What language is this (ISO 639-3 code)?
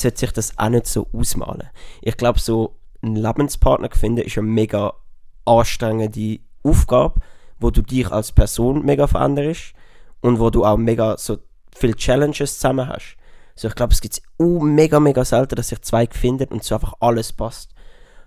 gsw